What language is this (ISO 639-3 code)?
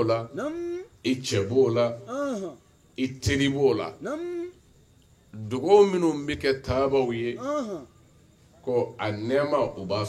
bam